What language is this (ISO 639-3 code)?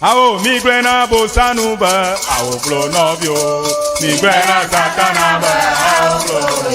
ewe